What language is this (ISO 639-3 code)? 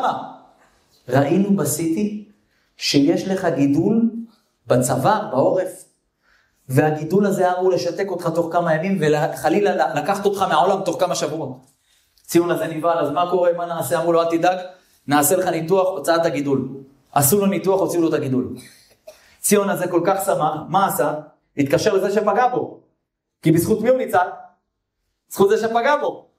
heb